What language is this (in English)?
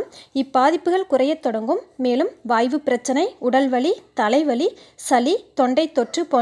Tamil